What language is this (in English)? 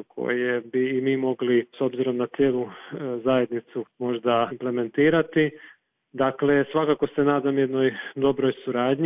Croatian